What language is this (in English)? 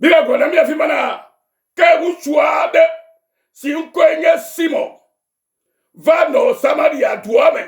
Ewe